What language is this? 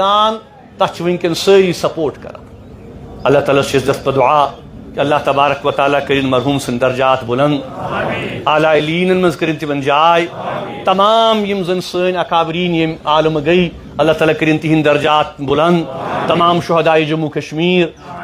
Kashmiri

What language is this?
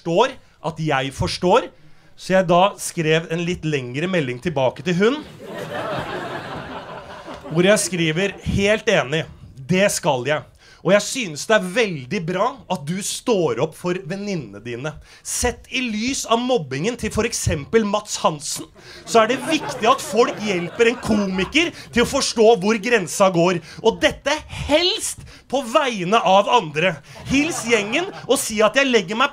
Norwegian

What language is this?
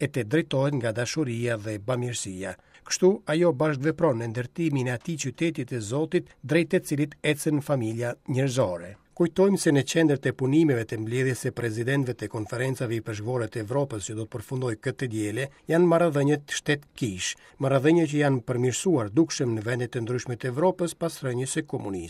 Albanian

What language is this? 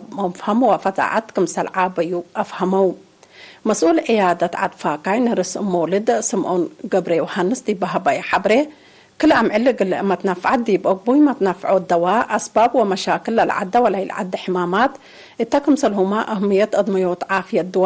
Tigre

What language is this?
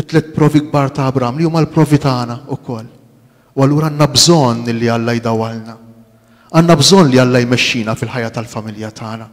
Maltese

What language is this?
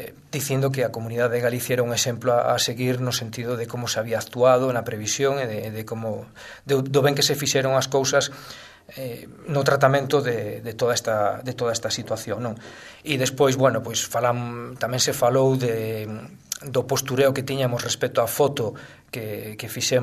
Galician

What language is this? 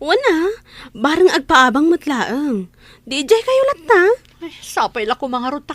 Iloko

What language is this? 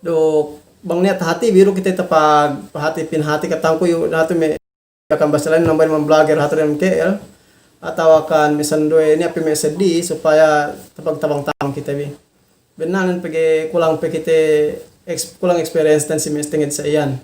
Yakan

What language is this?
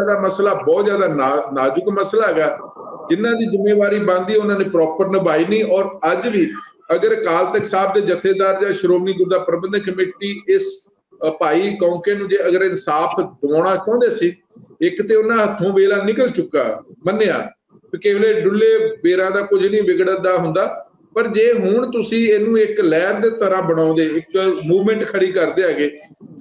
Punjabi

